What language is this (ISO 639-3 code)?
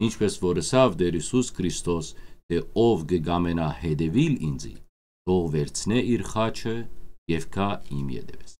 hyw